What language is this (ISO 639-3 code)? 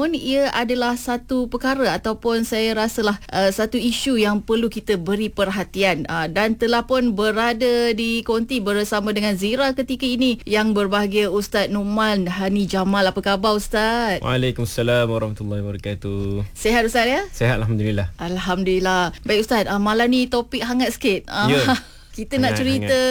msa